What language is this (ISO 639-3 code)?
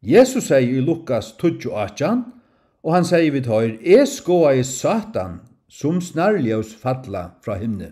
fao